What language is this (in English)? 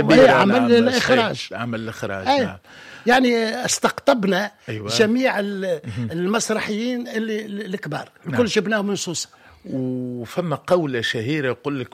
Tunisian Arabic